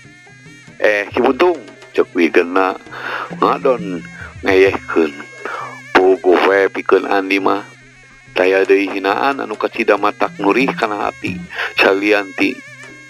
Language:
Sundanese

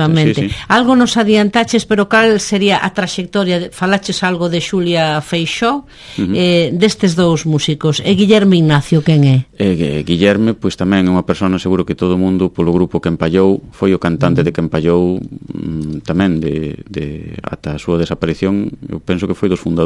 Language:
Galician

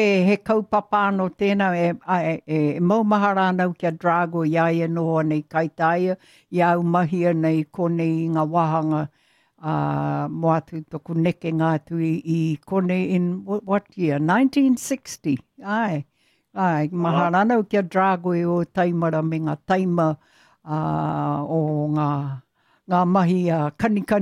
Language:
Māori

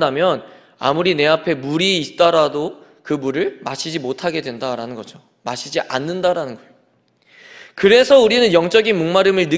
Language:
Korean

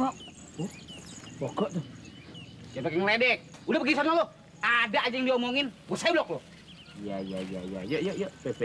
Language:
Betawi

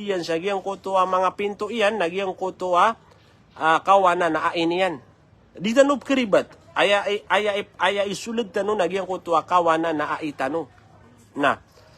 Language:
Maranao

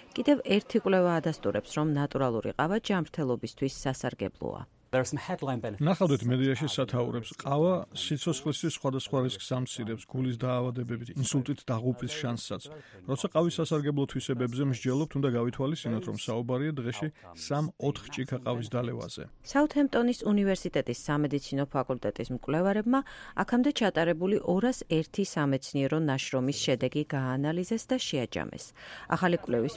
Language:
Georgian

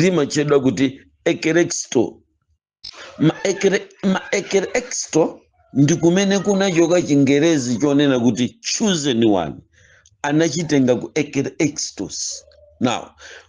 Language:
Nyanja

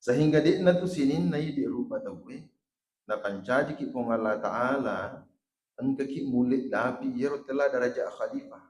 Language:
Buginese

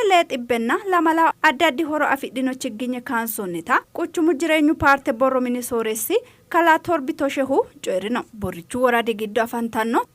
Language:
Sidamo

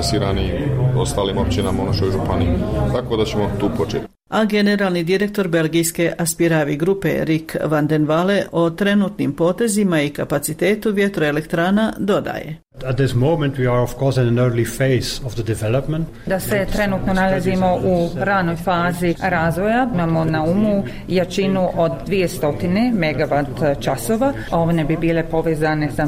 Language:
Croatian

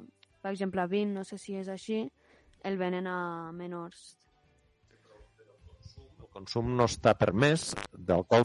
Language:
Catalan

